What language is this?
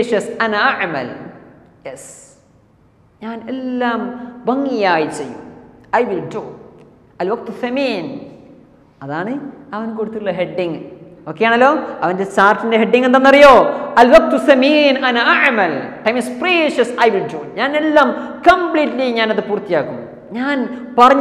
Malayalam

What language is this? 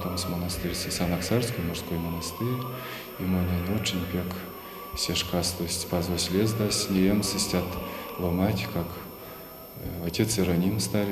Erzya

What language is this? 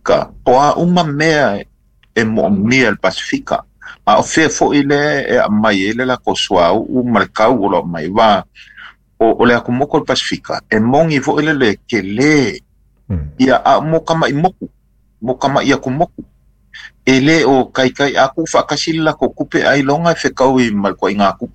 Samoan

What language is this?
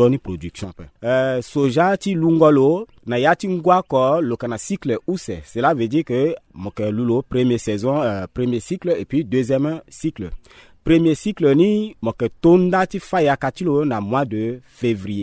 Sango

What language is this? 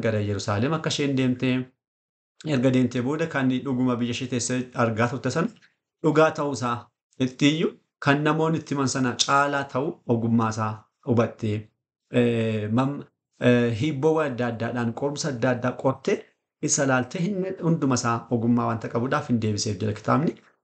Oromo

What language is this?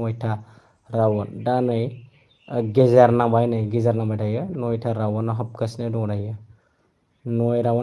Bodo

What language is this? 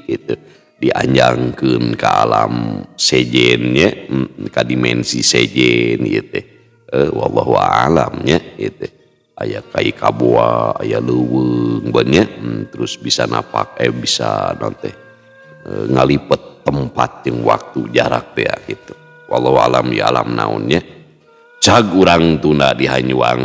Sundanese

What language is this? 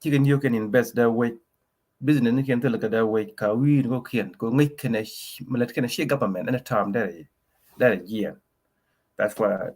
Nuer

